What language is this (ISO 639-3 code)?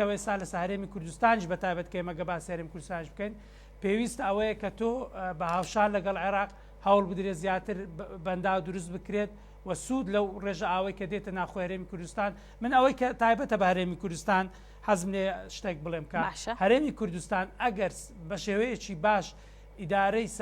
ckb